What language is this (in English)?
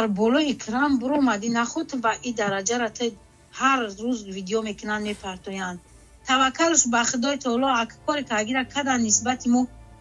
Tajik